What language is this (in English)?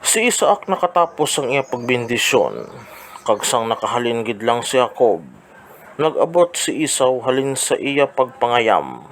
Hiligaynon